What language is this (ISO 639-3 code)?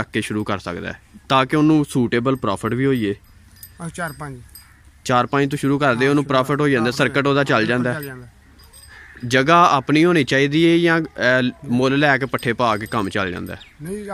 pan